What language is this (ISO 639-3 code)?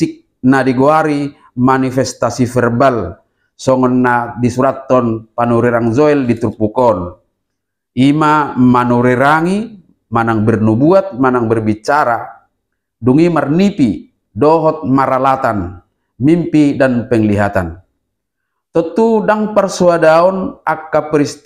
bbc